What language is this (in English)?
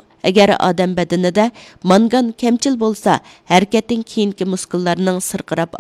Uyghur